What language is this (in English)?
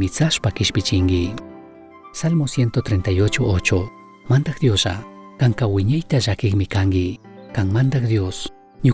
Chimborazo Highland Quichua